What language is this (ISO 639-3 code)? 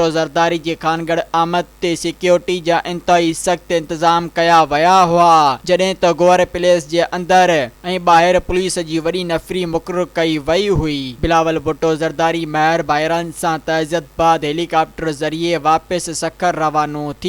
snd